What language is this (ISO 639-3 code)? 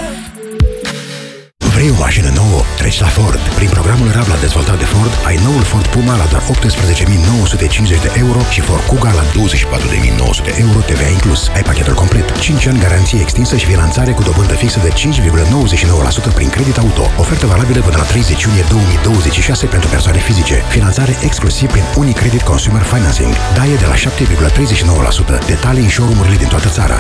ron